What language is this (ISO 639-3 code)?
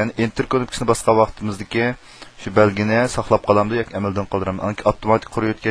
uig